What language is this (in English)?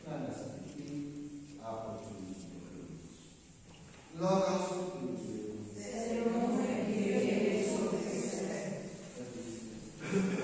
Greek